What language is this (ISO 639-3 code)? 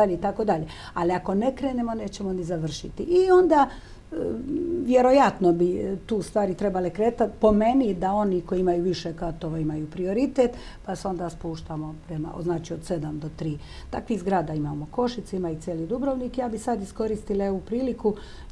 hrv